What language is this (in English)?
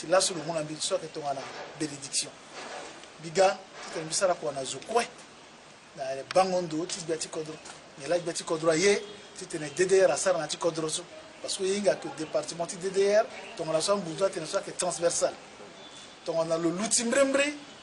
Sango